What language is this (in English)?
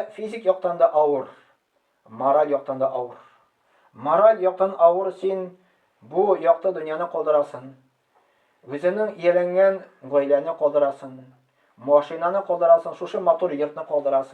Tatar